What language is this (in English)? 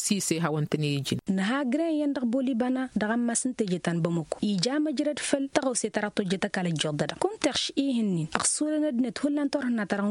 Tamasheq